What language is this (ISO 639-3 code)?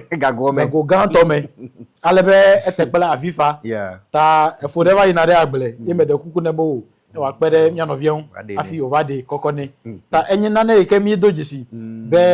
ewe